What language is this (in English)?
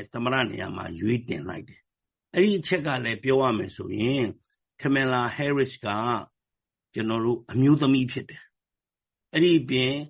Burmese